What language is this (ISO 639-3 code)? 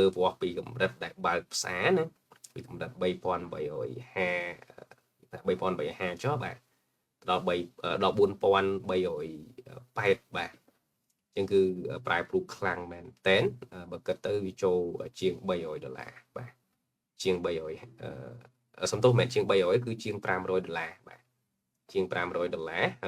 khm